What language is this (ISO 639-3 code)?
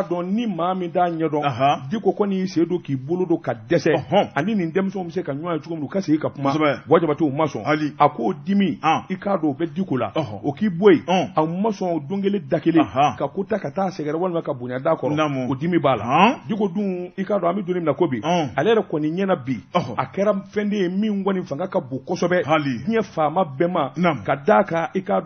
bam